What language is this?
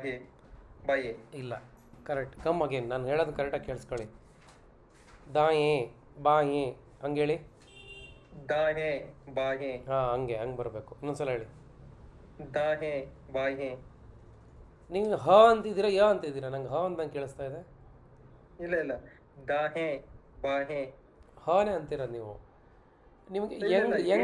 Kannada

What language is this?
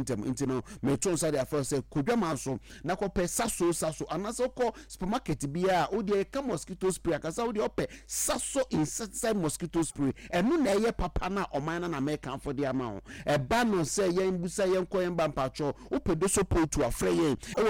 Akan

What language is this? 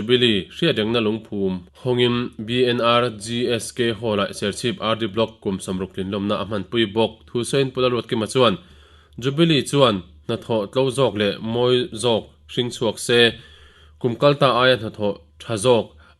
Mizo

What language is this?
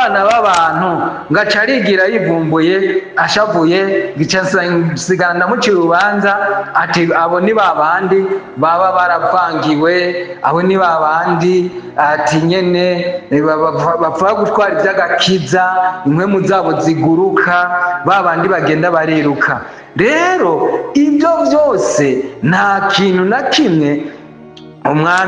Rundi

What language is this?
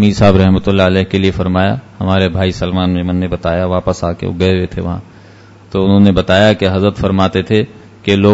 Urdu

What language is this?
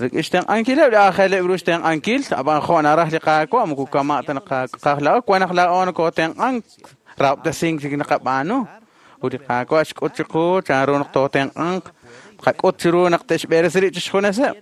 Kekchí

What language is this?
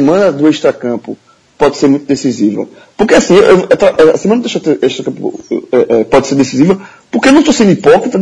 Portuguese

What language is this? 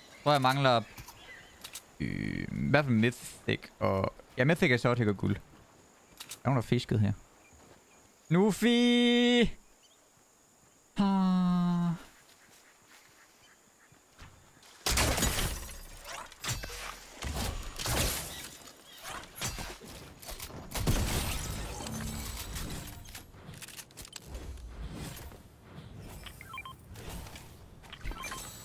Danish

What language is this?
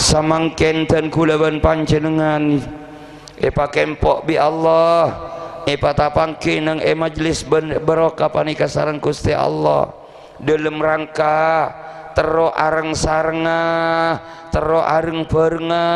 Madurese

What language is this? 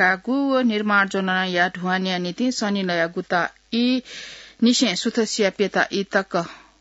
Newari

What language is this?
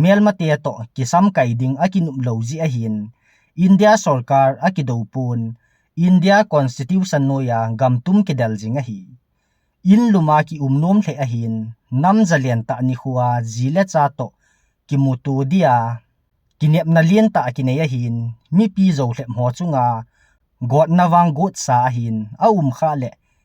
Thado Chin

